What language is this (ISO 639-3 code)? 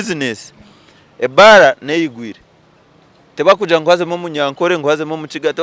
nyn